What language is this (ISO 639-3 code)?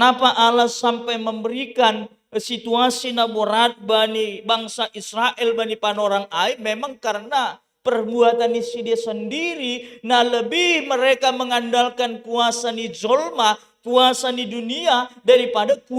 bts